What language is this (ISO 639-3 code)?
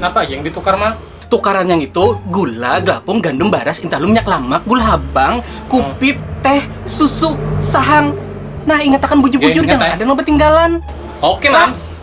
bjn